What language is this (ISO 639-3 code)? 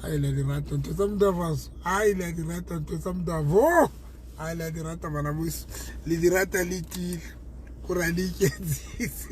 sot